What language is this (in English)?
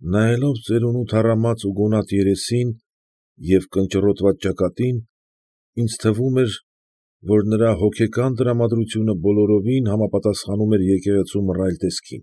Armenian